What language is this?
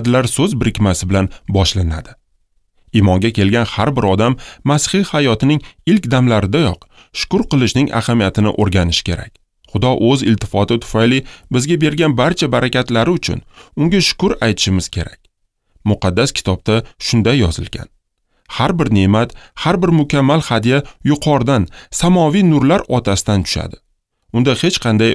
Uzbek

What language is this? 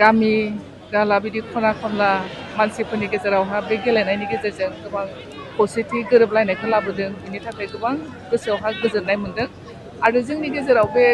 Bodo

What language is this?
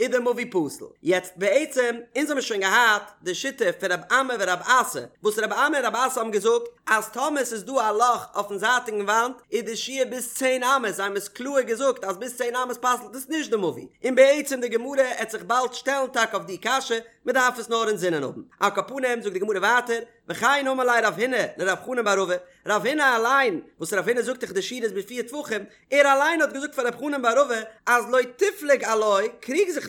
Yiddish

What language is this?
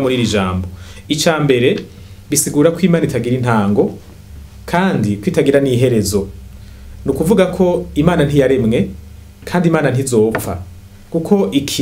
Rundi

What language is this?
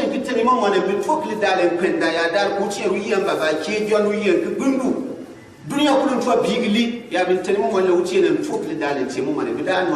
Gourmanchéma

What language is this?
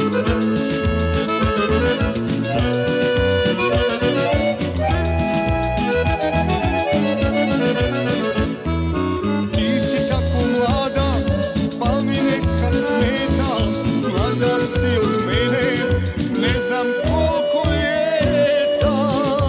Croatian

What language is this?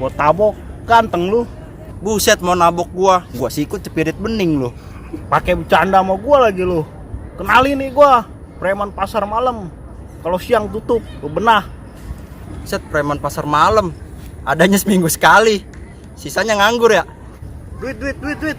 Betawi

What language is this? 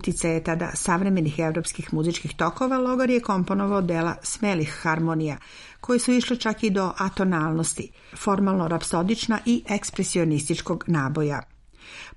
Serbian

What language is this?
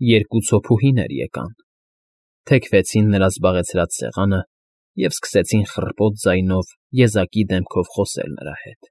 Armenian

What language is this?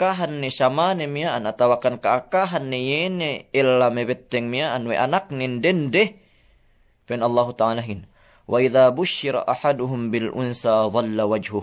Yakan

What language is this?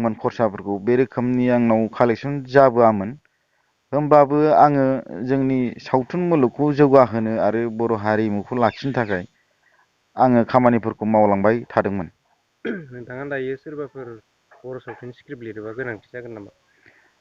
Bodo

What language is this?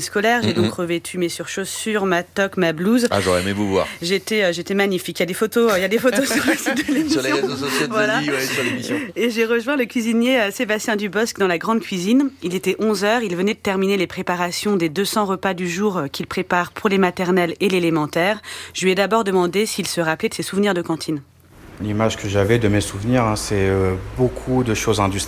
French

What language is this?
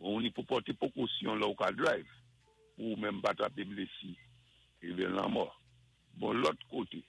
Saint Lucian Creole French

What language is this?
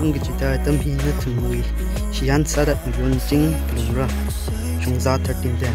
Tangkhul Naga (India)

